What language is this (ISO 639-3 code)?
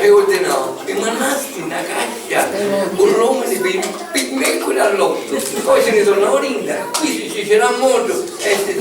scn